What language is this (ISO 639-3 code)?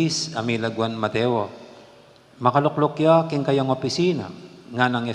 pam